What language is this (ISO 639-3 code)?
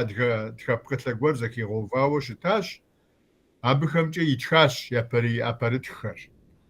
kbd